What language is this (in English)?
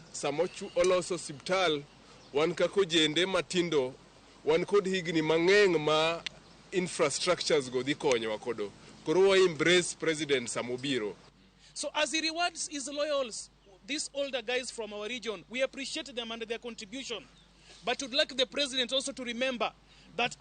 Luo (Kenya and Tanzania)